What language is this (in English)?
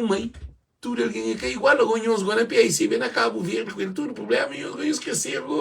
Kabuverdianu